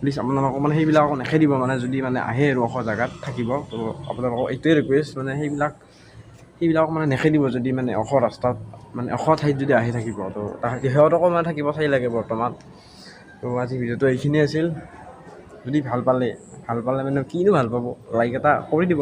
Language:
Assamese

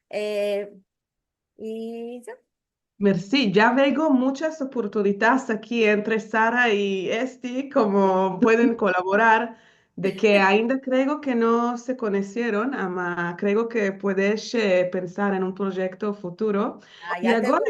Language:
Ladino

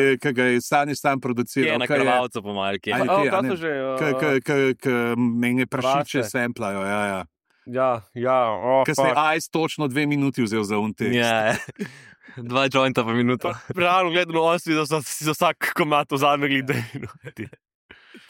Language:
Slovenian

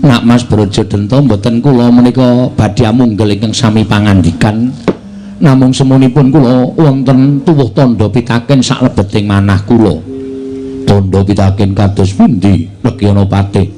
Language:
Javanese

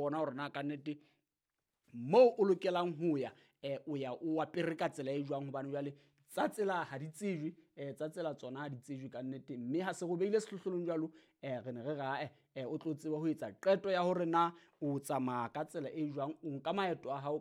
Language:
Southern Sotho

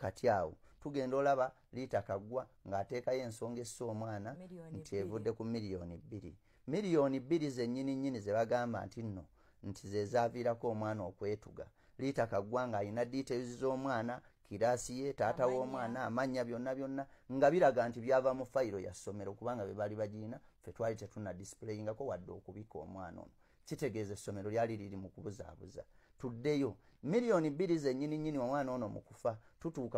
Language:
Ganda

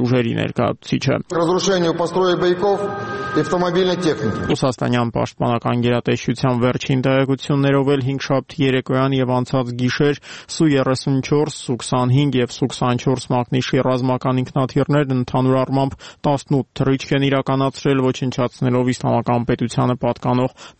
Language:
Armenian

